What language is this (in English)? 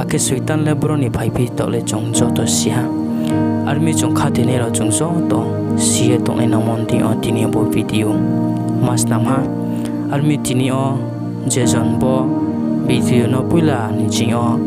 Riang (India)